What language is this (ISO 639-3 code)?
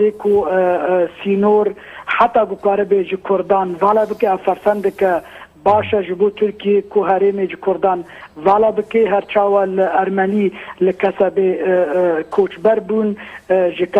kur